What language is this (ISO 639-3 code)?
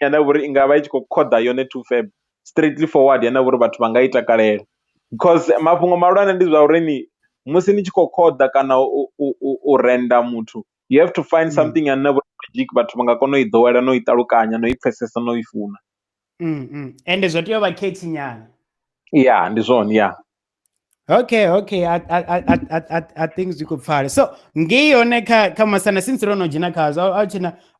ven